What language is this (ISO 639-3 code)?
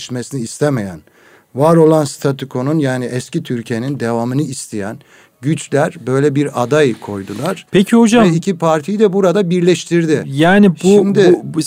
tur